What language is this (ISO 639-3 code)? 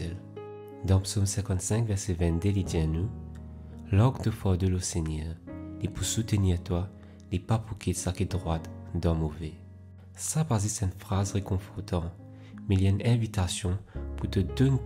mfe